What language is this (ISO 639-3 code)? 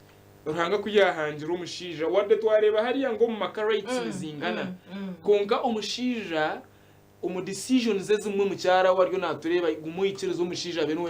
nyn